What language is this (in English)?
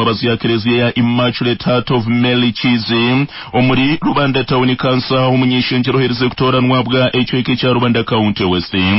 Nyankole